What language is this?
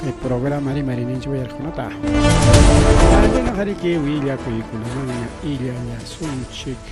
Ayacucho Quechua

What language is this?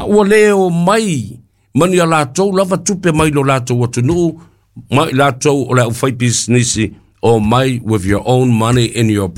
Samoan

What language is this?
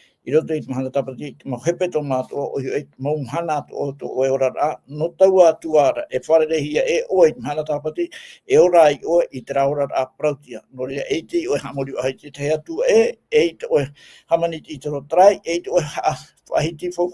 Tahitian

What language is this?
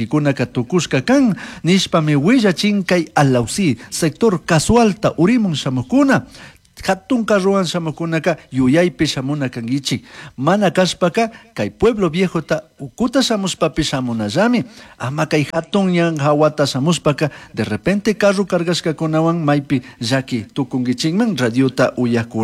Chimborazo Highland Quichua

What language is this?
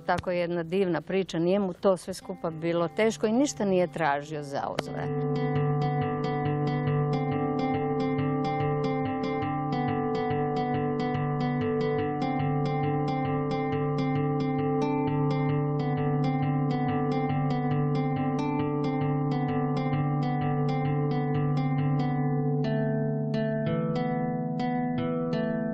Croatian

